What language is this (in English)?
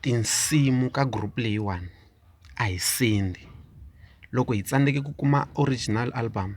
Tsonga